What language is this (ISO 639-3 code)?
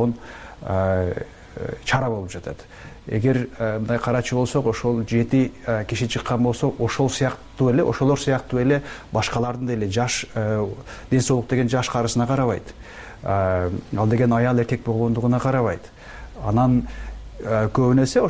kir